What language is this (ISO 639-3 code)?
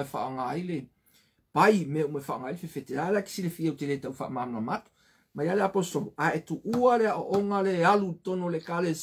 smo